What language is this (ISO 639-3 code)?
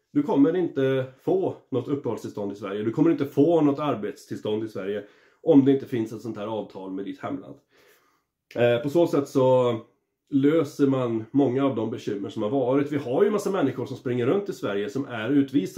swe